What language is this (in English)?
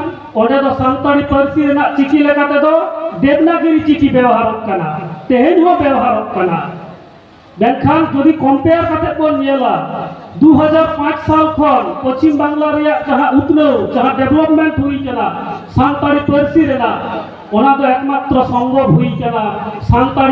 Santali